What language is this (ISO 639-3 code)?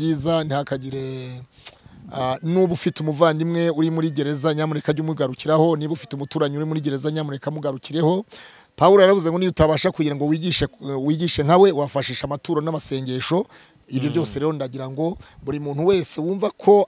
kin